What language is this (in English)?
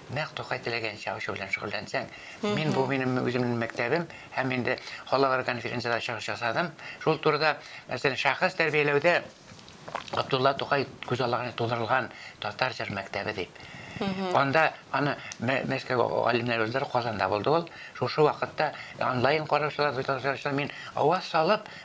Tatar